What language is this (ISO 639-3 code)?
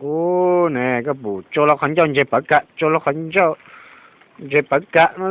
hmn